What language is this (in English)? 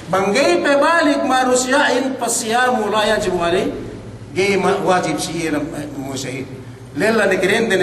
Yakan